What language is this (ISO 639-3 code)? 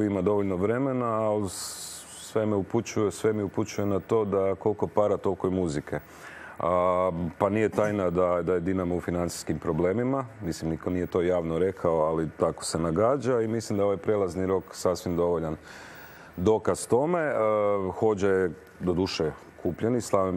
hrv